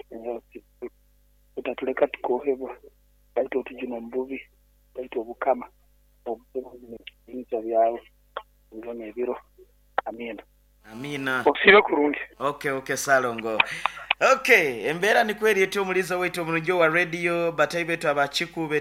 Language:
Nyoro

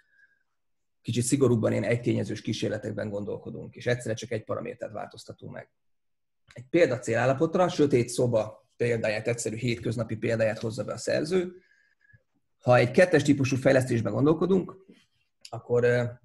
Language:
Hungarian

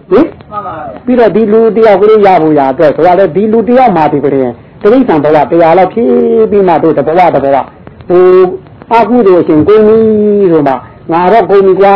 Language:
Burmese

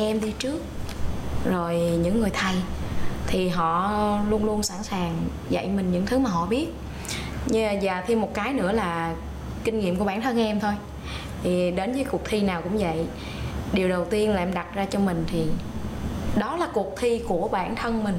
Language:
Vietnamese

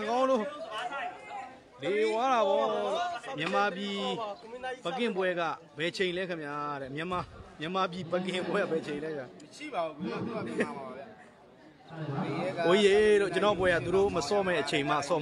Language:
Burmese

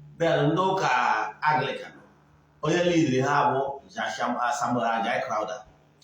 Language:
Igbo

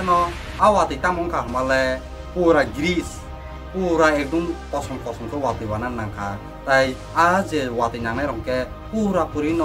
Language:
Kok Borok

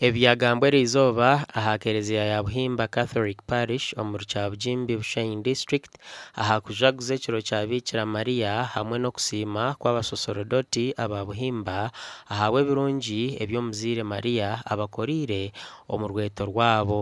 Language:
Nyankole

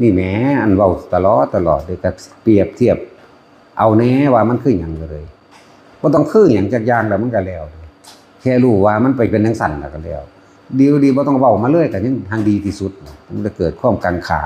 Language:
Lao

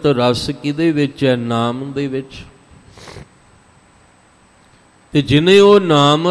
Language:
Punjabi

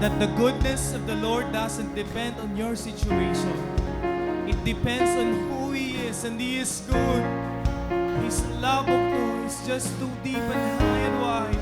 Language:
Waray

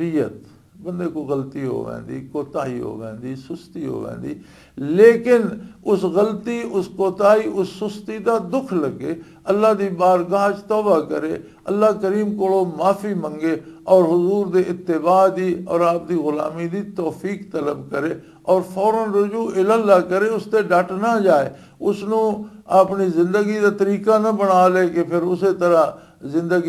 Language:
Western Panjabi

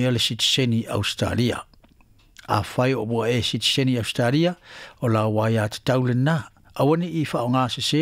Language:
Samoan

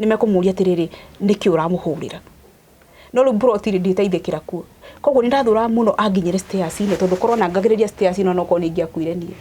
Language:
Kikuyu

